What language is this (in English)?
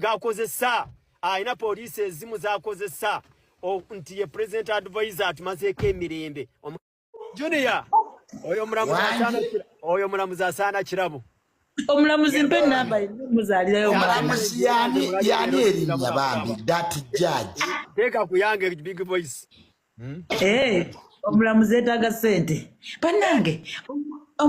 Ganda